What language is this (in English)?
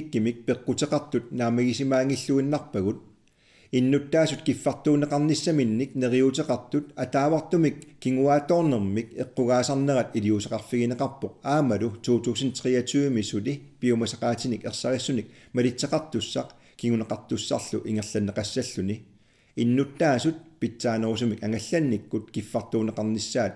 Kalaallisut